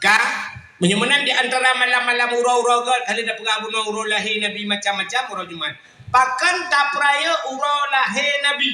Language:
Achinese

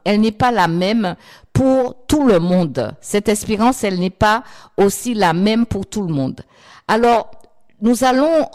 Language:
French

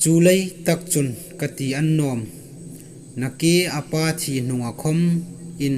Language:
Hmar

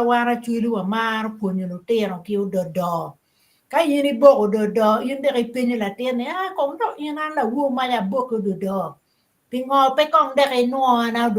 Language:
Acoli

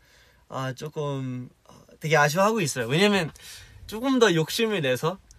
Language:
Korean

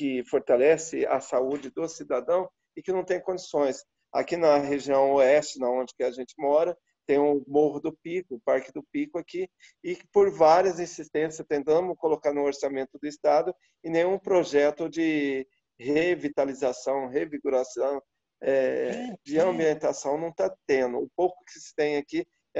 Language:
Portuguese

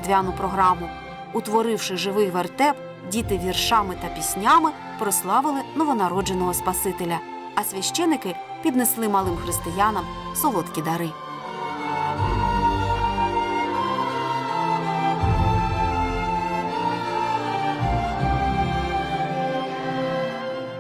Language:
Ukrainian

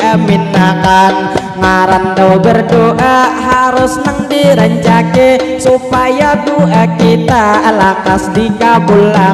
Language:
Banjar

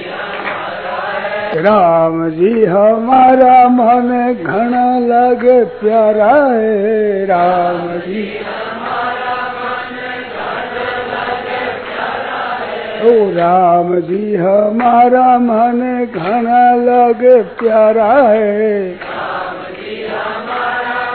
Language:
Hindi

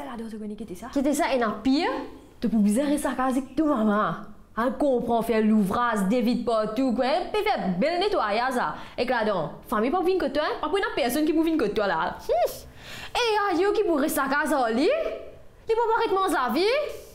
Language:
Morisyen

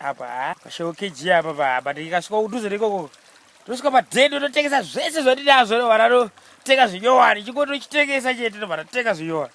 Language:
Shona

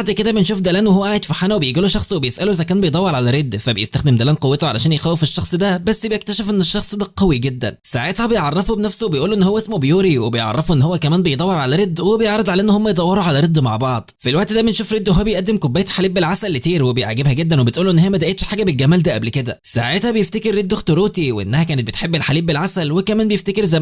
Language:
Egyptian Arabic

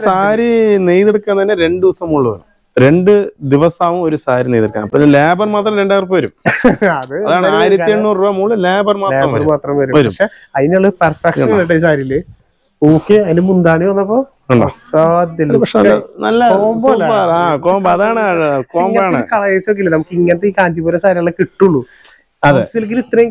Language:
Malayalam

